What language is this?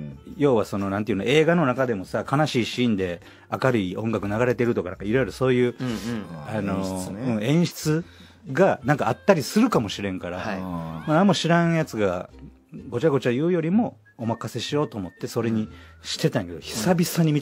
Japanese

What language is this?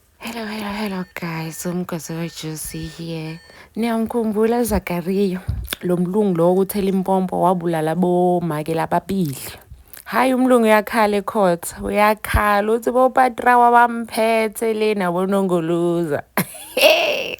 Zulu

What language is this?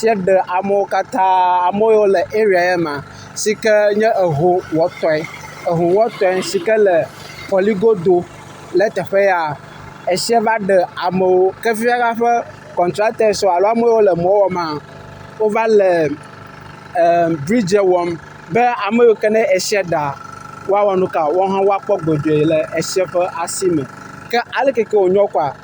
Ewe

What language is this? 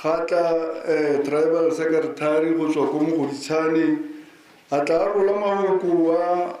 Tswana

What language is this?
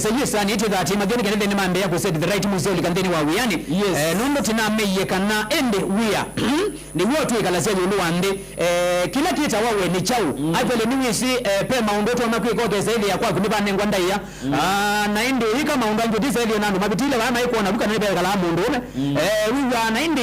Kamba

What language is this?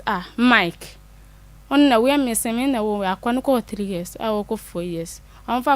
Akan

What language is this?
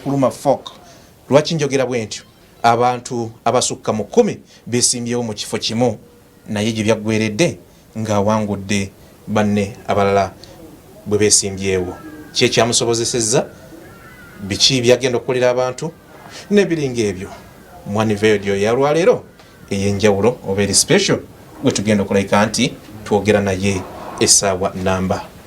Ganda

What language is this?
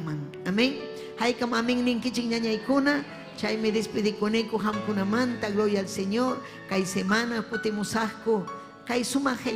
Ayacucho Quechua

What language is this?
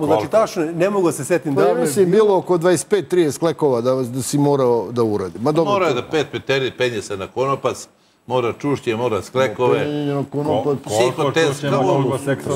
Serbian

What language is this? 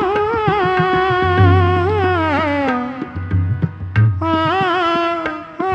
Punjabi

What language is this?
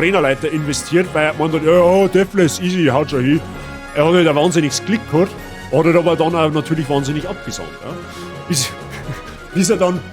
Bavarian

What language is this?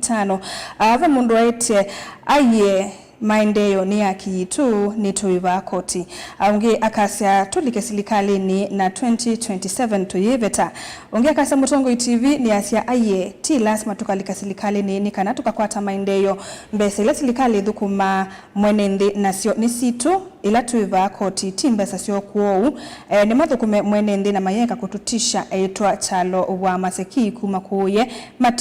Kamba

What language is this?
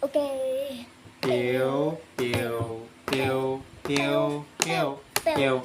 Shan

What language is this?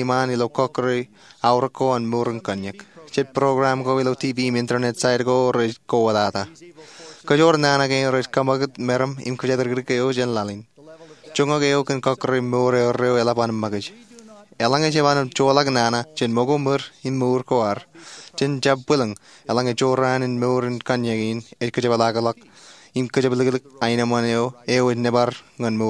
Marshallese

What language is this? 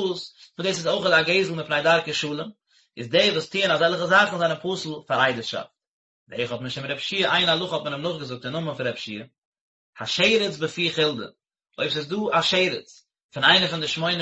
Yiddish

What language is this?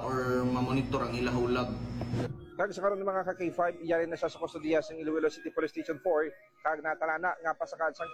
Hiligaynon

